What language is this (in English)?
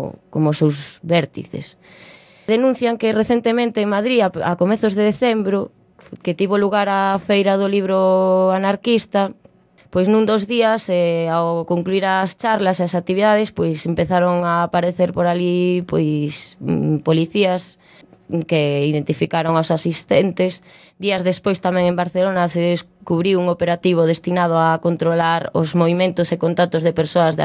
Galician